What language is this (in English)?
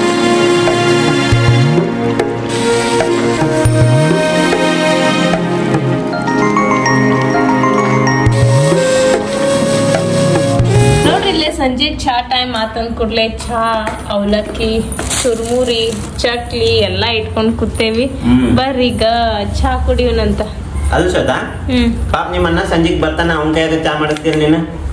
Kannada